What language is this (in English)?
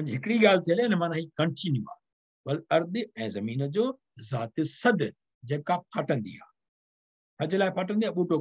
Sindhi